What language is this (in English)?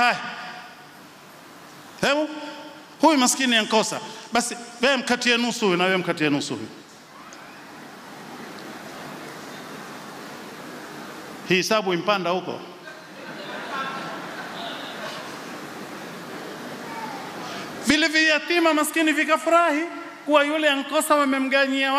Swahili